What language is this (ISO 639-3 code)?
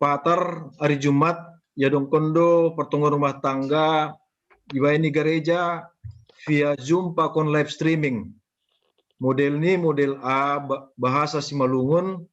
bts